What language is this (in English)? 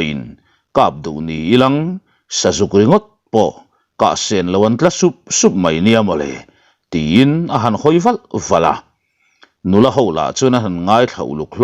Mizo